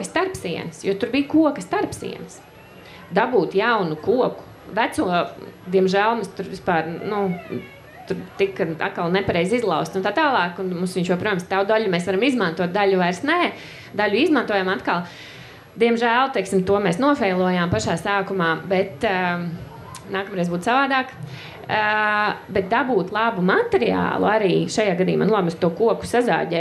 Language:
Latvian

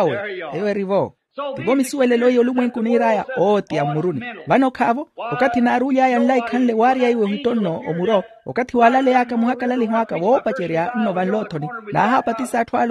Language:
Makhuwa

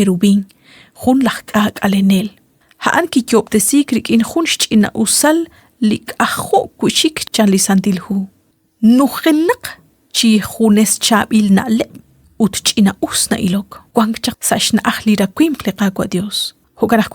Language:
Kekchí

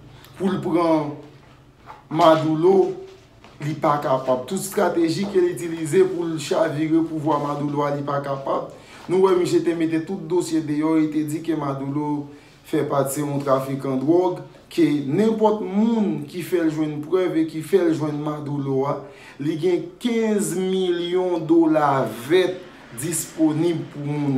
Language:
Haitian Creole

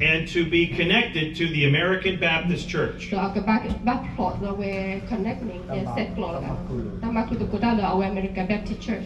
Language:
S'gaw Karen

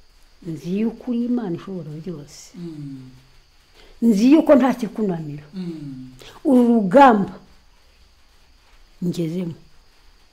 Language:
Kinyarwanda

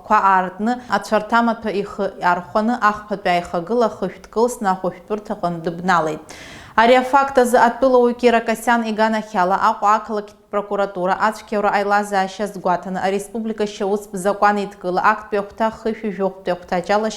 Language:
Abkhazian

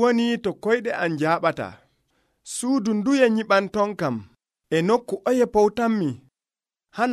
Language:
Nigerian Fulfulde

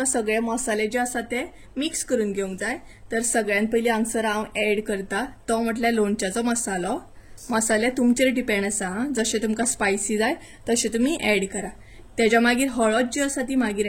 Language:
Konkani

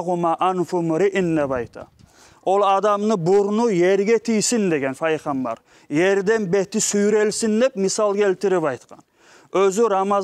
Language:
Kumyk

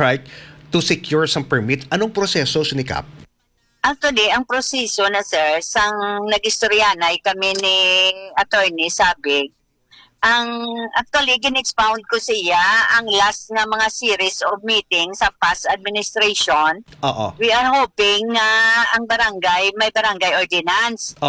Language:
Hiligaynon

